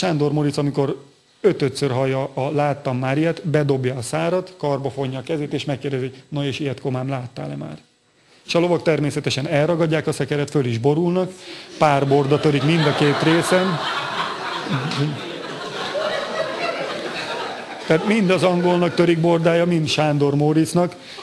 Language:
Hungarian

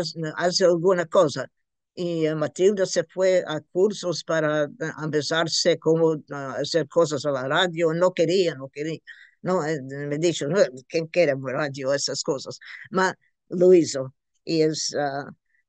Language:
Ladino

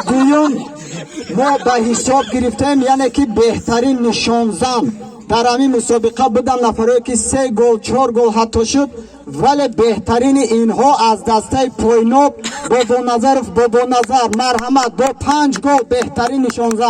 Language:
Tajik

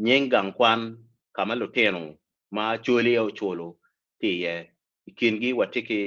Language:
Acoli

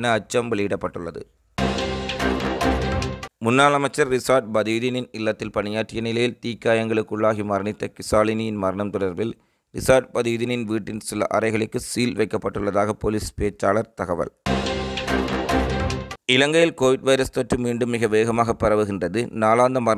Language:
Tamil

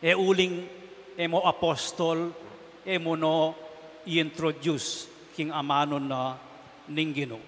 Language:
Pampanga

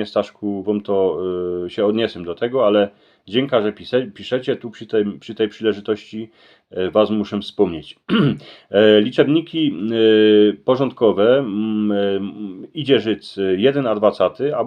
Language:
Silesian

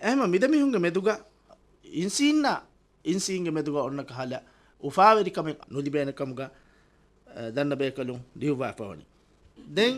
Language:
Divehi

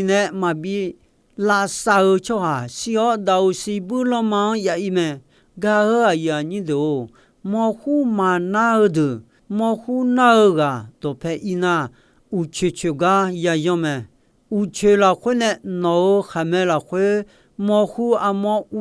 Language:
Akha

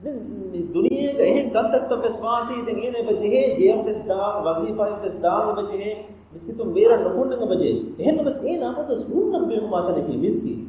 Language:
Divehi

